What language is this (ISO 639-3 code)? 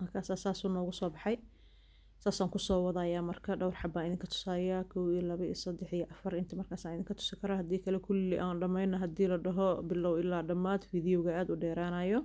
som